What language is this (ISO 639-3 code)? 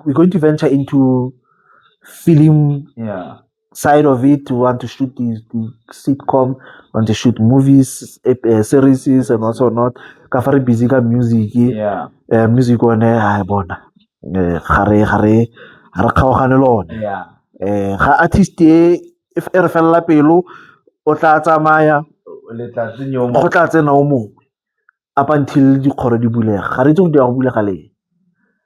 tsn